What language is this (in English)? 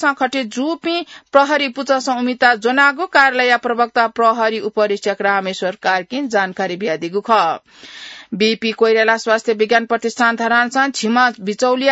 Newari